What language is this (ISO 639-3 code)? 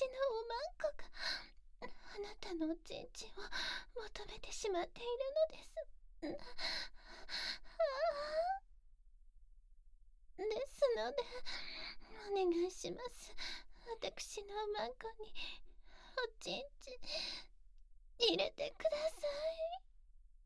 jpn